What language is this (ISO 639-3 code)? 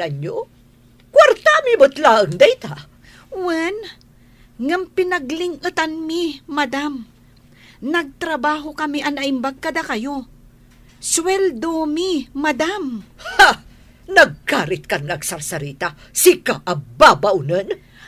ilo